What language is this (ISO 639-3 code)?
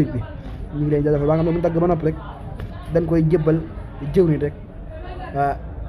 wol